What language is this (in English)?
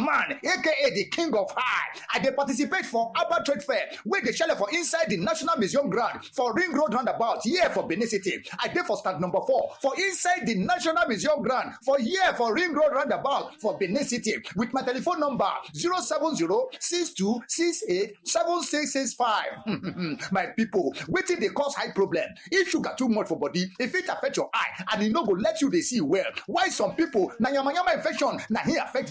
Nigerian Pidgin